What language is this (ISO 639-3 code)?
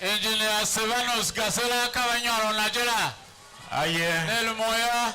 tiv